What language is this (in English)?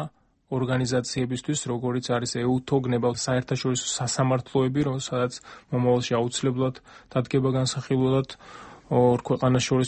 Georgian